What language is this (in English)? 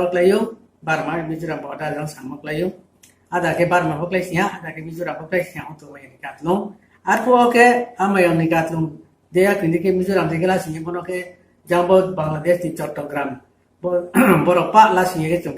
Riang (India)